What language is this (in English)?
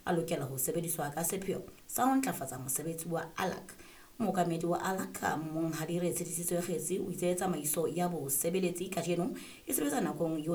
Southern Sotho